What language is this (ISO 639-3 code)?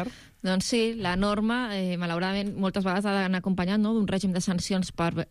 cat